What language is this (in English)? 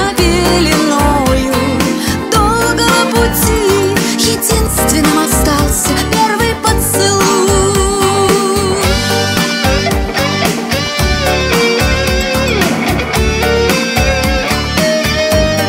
Russian